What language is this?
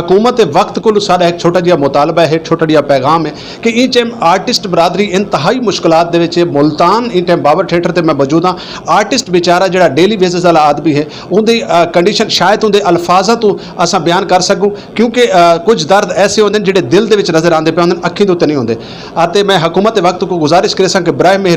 Saraiki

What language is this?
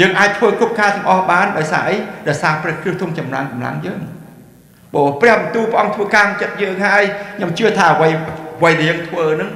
Khmer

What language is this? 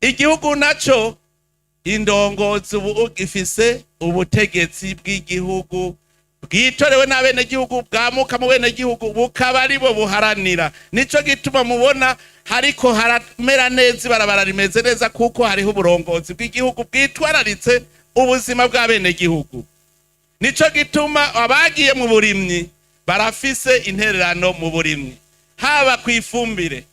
Rundi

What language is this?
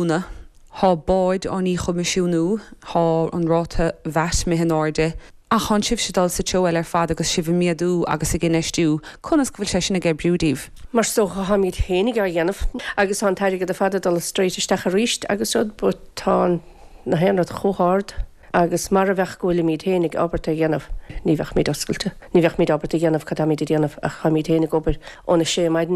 Irish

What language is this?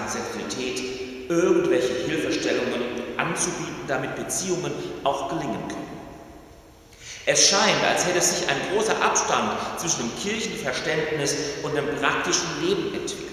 German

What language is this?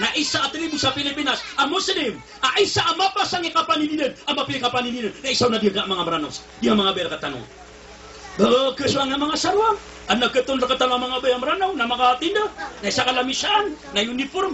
Maranao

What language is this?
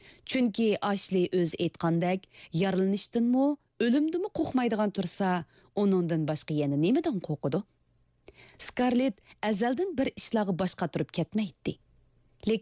Uyghur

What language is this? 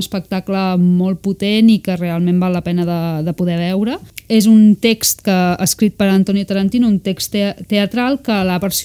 Catalan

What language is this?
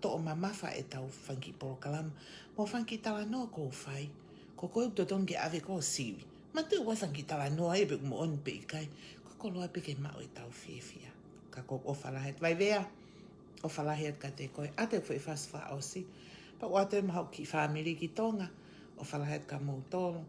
Tongan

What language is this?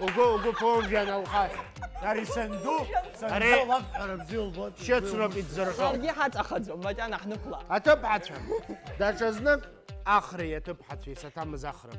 Abkhazian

